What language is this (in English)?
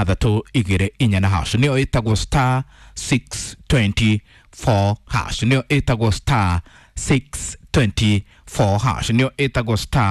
Kikuyu